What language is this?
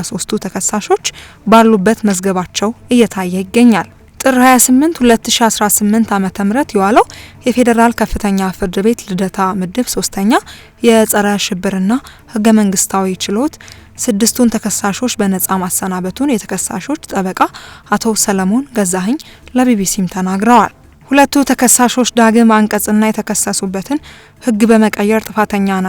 Amharic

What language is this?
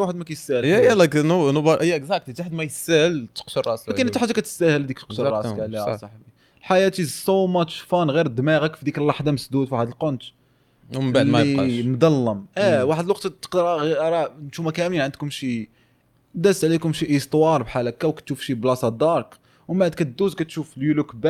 Moroccan Arabic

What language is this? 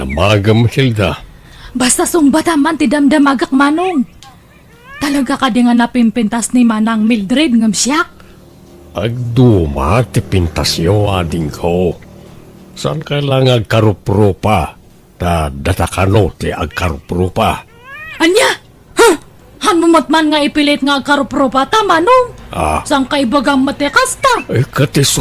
Iloko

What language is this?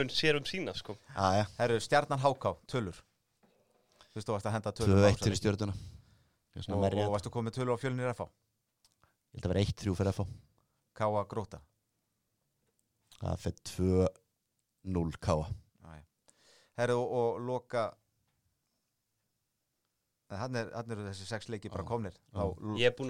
Icelandic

